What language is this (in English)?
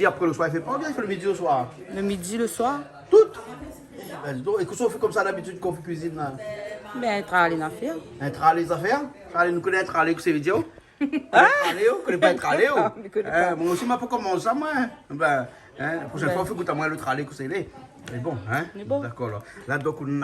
Réunion Creole French